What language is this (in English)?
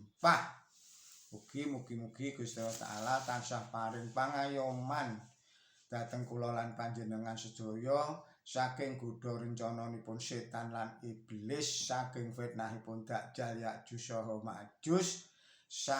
Javanese